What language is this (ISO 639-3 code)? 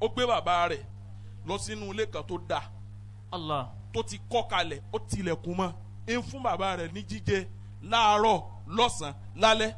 yor